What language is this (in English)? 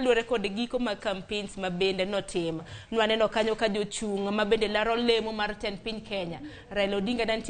Luo (Kenya and Tanzania)